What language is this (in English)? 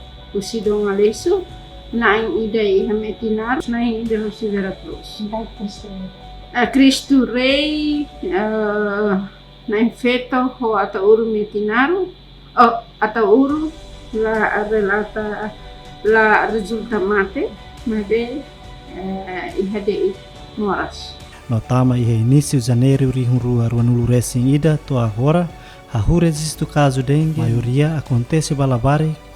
Tetum